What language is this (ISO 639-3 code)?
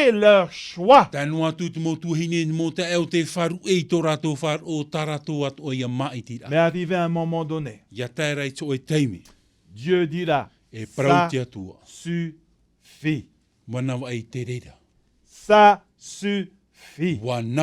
tah